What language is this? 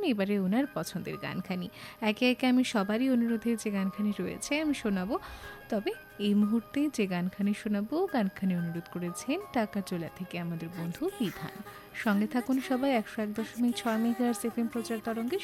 Bangla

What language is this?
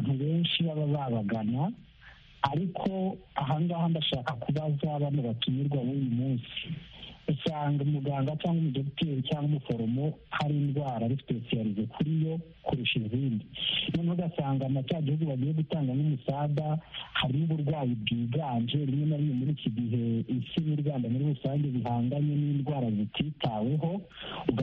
Kinyarwanda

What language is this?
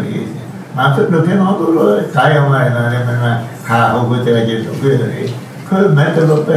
Tibetan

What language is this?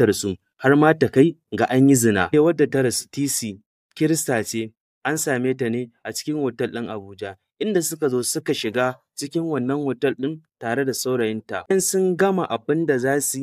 Hausa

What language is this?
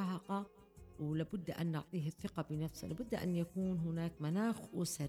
Arabic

